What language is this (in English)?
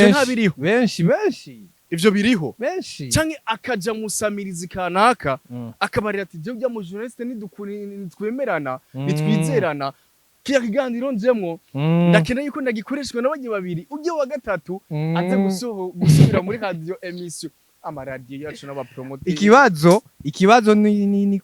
Rundi